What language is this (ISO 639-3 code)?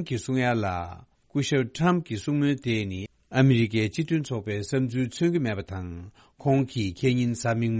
bod